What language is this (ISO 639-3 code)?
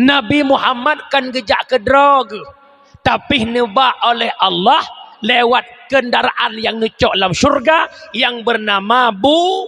ace